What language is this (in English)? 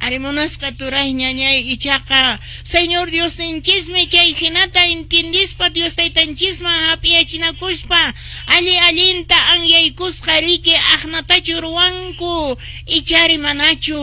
Quechua